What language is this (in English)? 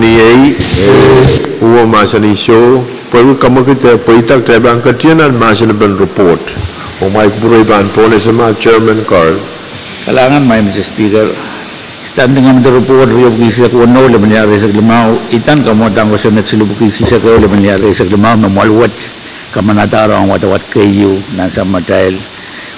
Pohnpeian